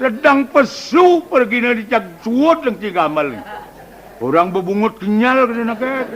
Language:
Balinese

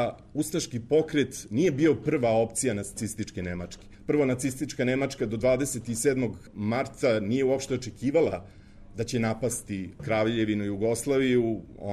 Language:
Serbian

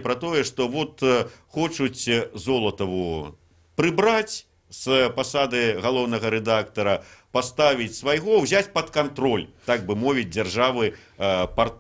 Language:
Belarusian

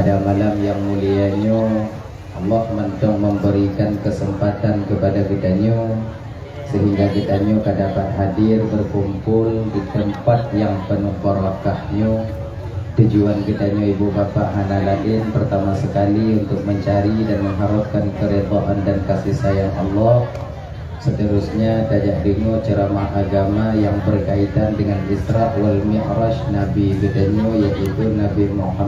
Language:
Achinese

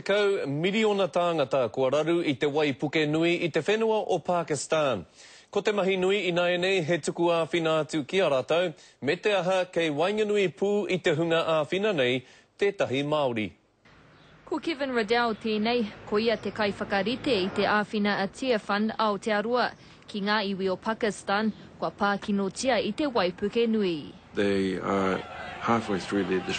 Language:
Māori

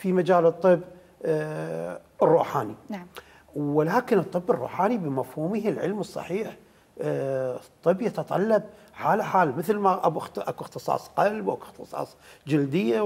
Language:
Mesopotamian Arabic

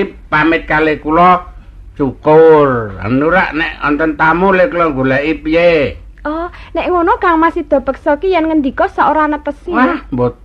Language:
Javanese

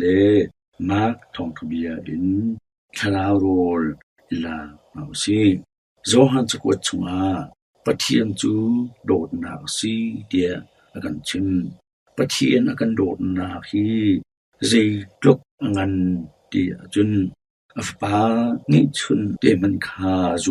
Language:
Hakha Chin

